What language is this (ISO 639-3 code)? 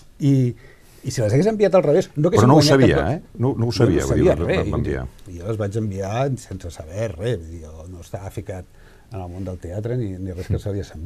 cat